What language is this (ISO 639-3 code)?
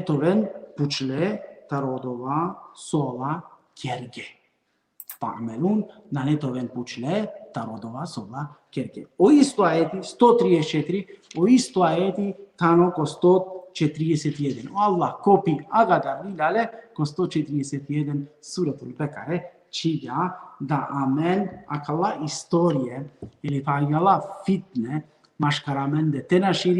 rmn